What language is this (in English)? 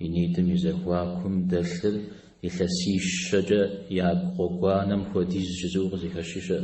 Kabardian